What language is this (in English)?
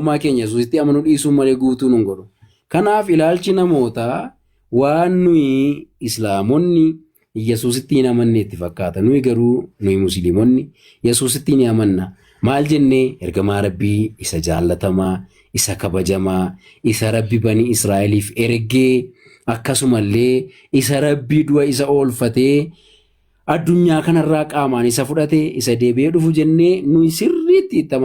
Oromo